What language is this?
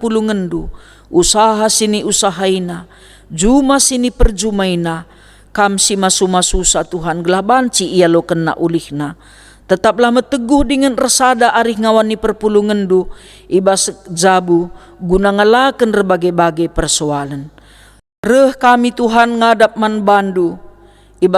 Batak Karo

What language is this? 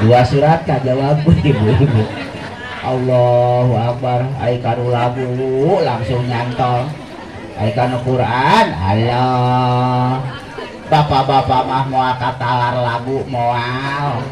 Sundanese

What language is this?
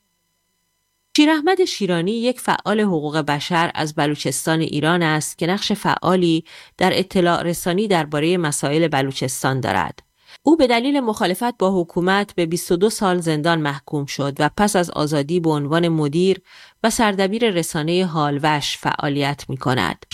Persian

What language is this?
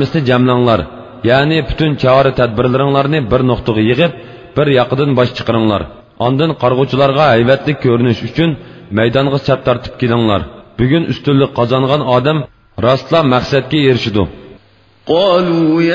Uyghur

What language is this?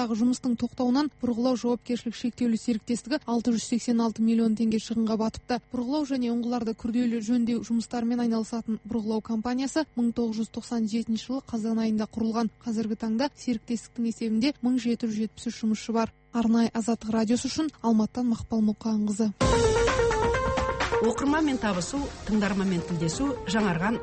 Kazakh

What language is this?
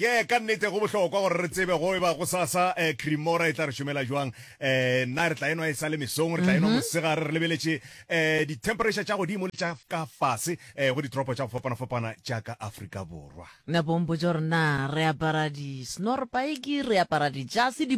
Northern Sotho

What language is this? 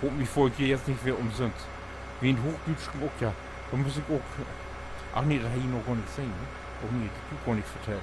Low German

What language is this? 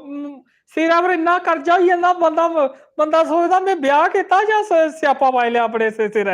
Dogri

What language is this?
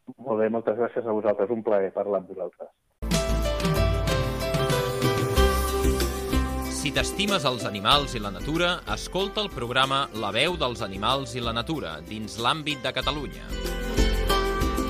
Catalan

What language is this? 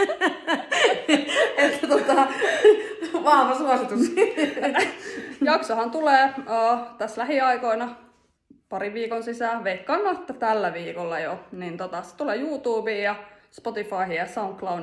Finnish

